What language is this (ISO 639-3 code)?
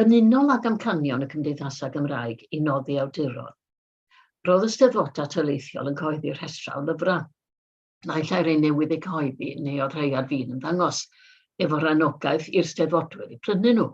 cym